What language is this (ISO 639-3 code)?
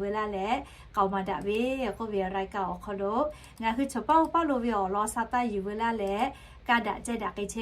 lhu